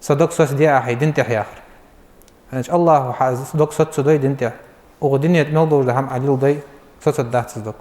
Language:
Ingush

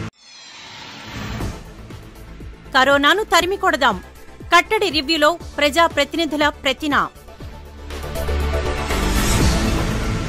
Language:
Telugu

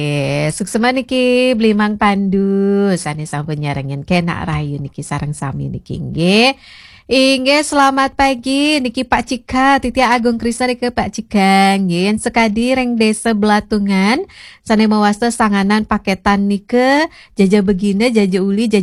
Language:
Balinese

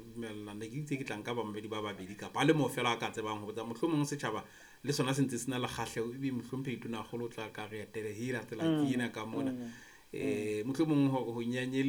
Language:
Southern Sotho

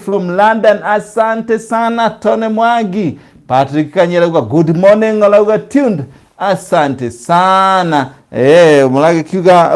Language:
Kikuyu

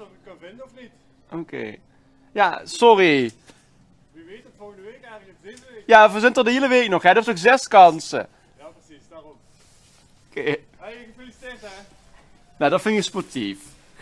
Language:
Limburgish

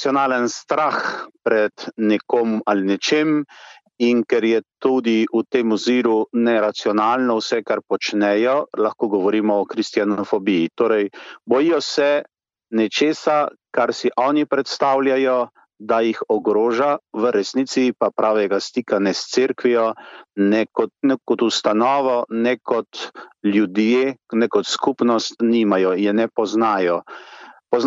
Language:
Slovenian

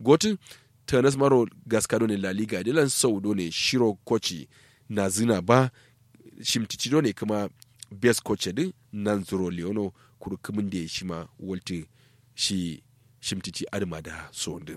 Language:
Kanuri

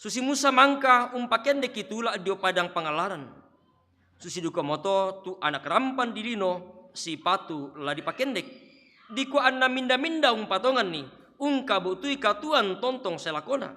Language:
Toraja-Sa'dan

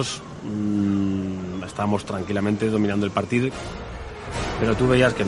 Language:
Spanish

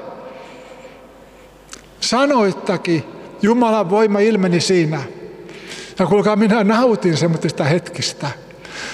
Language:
Finnish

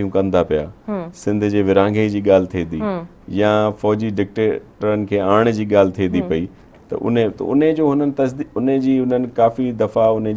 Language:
Sindhi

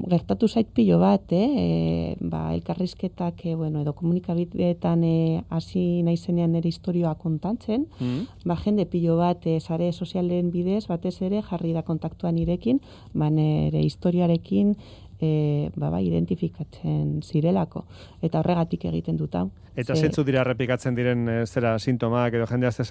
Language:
Basque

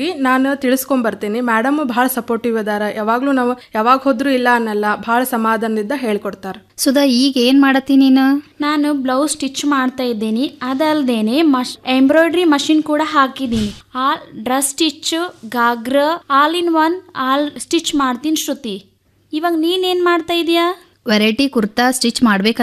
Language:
Kannada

